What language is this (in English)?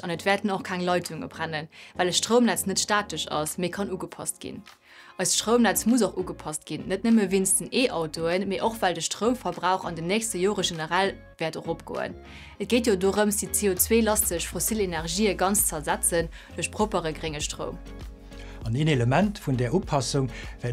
Luxembourgish